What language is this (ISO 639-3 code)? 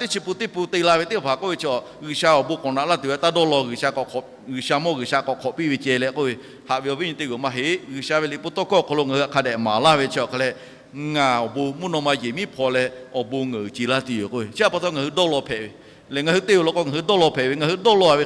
lhu